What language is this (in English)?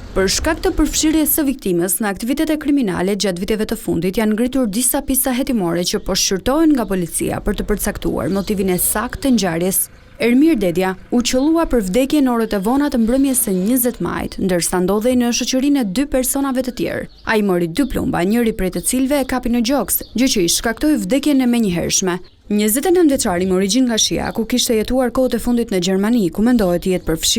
Albanian